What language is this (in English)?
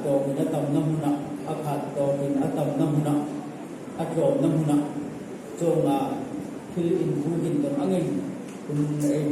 Hmar